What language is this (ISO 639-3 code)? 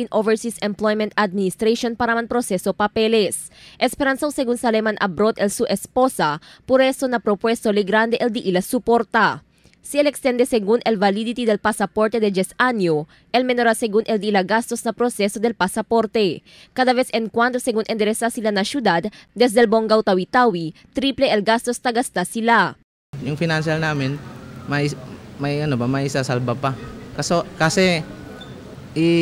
cbk